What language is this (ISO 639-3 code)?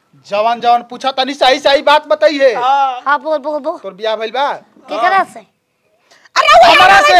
bho